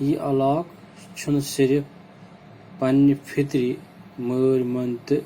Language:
Kashmiri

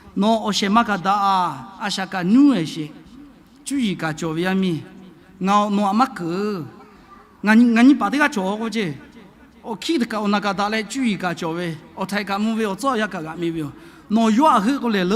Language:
Lahu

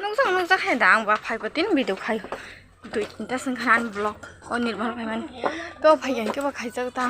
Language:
Kok Borok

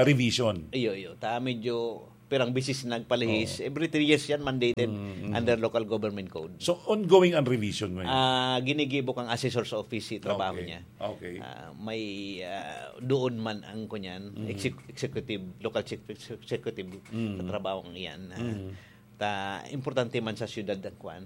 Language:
Bikol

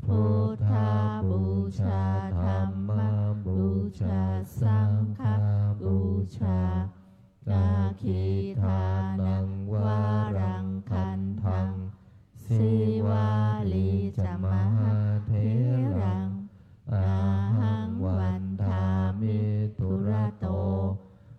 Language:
Pali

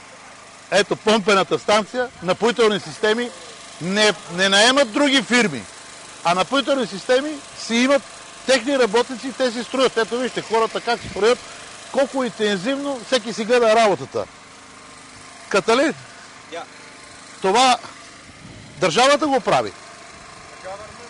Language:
Bulgarian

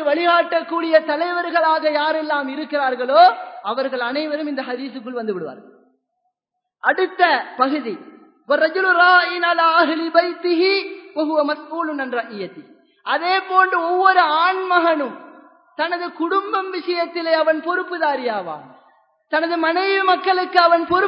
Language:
Tamil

